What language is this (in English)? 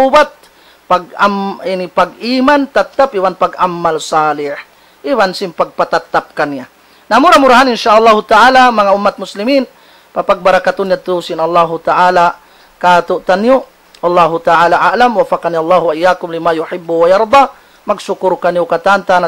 Tausug